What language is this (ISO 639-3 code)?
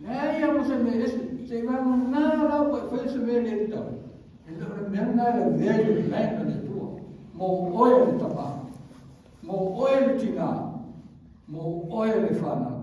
smo